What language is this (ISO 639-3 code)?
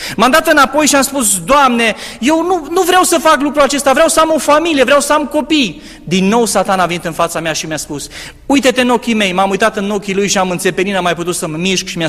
ron